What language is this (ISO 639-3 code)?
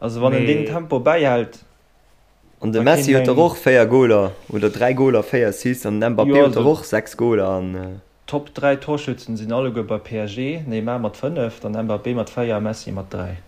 ltz